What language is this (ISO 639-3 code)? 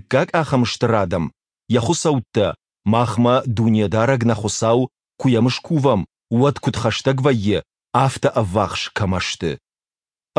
oss